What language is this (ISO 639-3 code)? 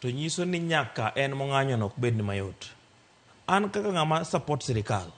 luo